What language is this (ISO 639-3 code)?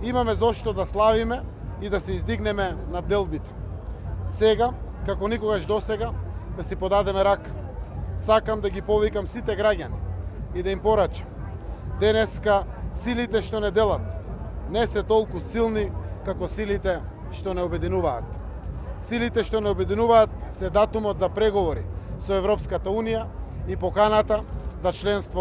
mkd